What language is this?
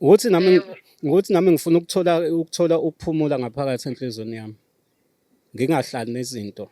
Zulu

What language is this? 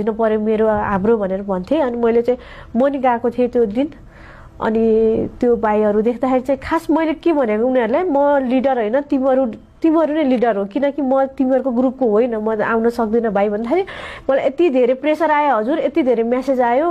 Nepali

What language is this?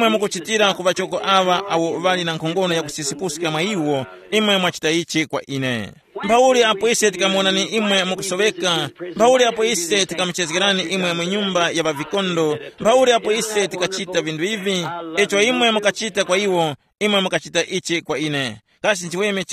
Tumbuka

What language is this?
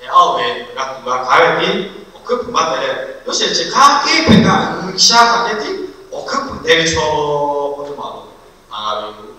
Lahu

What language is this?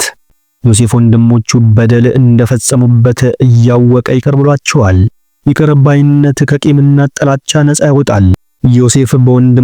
Amharic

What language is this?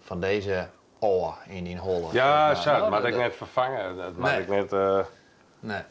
Western Frisian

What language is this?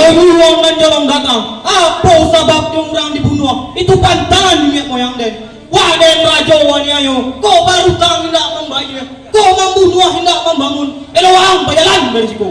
Minangkabau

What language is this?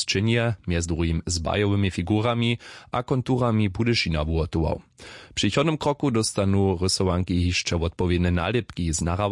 Upper Sorbian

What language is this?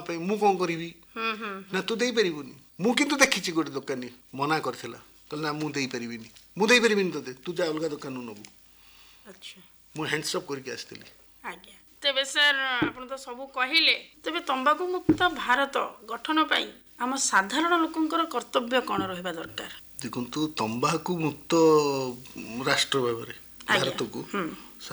Odia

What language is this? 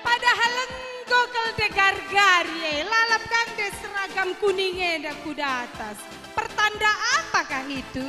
Batak Karo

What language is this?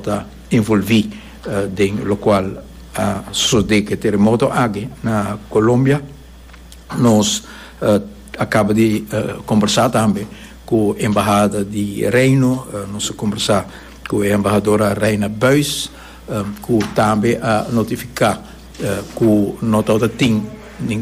Papiamento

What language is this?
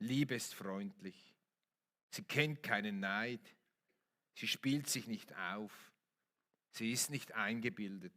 Swiss German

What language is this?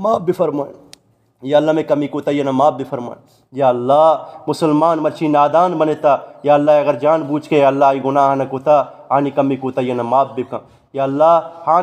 Eastern Balochi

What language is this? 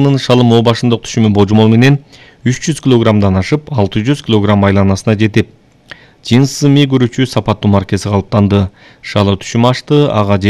Kyrgyz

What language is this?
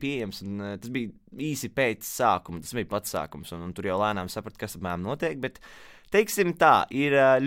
Latvian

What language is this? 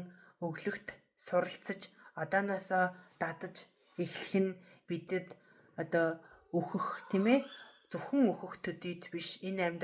Mongolian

